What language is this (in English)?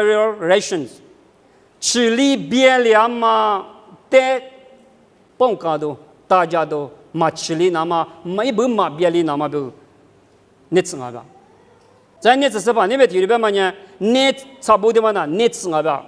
Lisu